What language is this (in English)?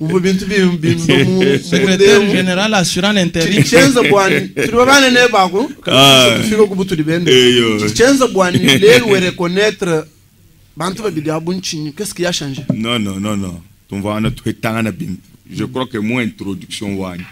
Luba-Lulua